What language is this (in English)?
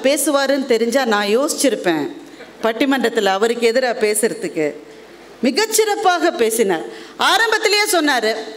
Tamil